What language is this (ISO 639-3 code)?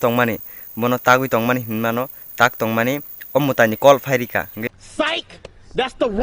trp